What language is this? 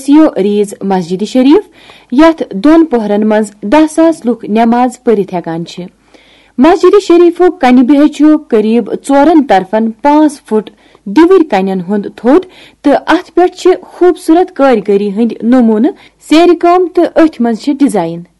Kashmiri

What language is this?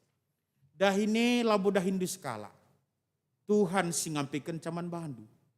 Batak Karo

